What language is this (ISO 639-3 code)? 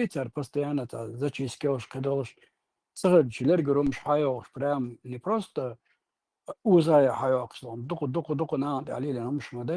che